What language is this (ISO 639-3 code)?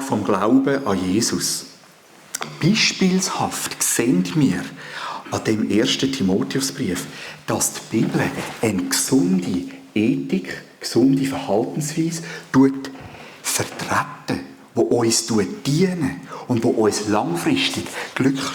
gsw